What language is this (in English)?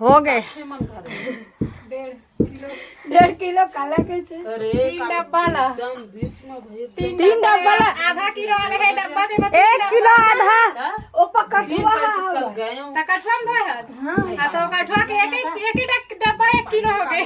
Chhattisgarhi